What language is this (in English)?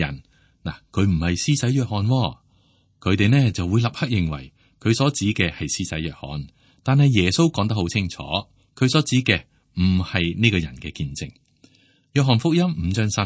Cantonese